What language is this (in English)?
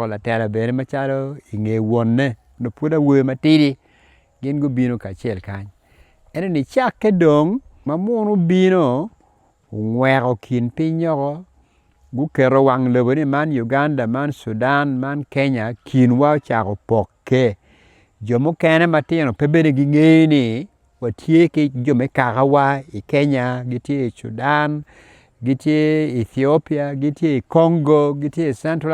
Acoli